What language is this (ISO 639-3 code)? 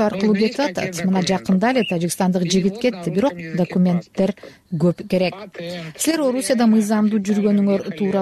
kir